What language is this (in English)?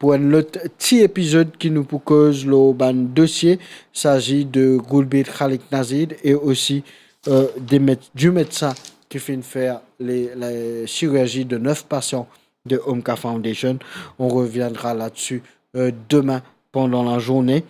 Morisyen